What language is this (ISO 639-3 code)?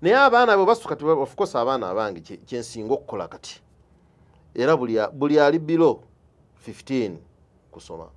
lug